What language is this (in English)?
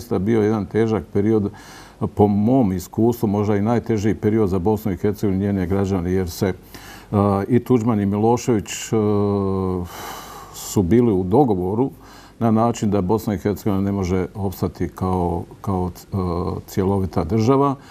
Bosnian